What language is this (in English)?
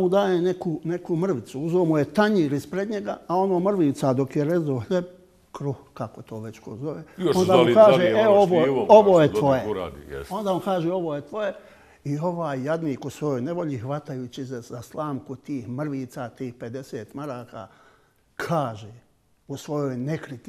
Bosnian